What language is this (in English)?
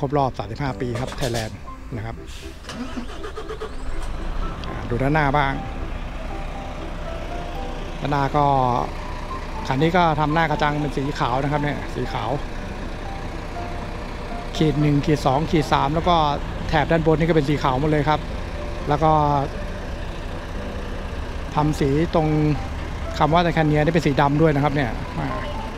Thai